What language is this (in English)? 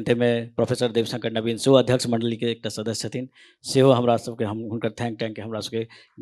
Maithili